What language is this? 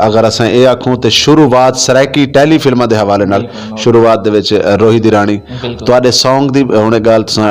Saraiki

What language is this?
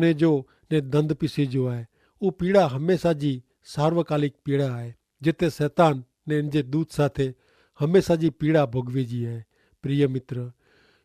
Kachhi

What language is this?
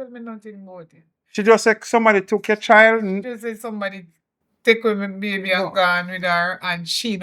Jamaican Creole English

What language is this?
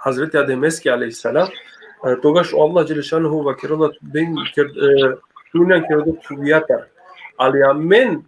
Balkan Romani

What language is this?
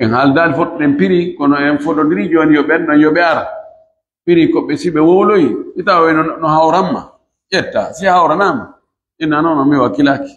Pular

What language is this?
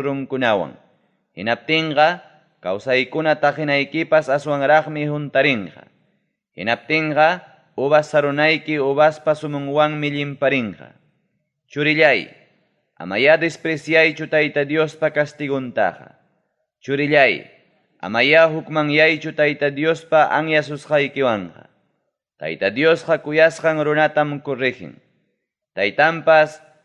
Ayacucho Quechua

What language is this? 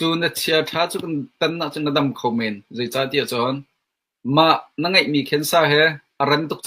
Hakha Chin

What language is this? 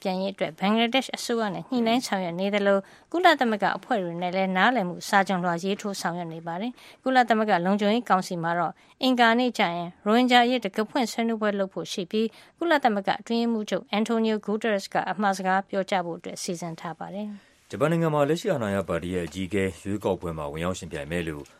Burmese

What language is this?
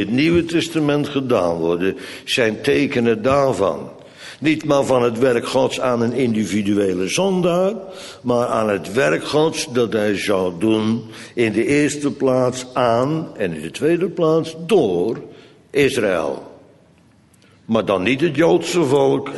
Dutch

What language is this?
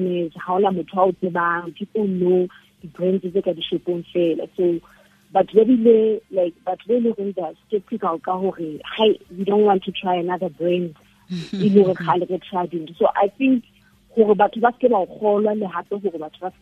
Southern Sotho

